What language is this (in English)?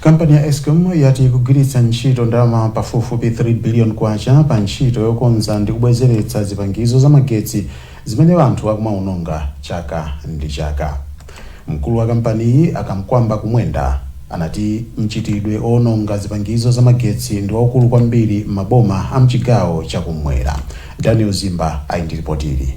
Nyanja